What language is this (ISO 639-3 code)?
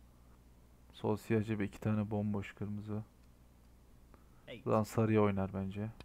tur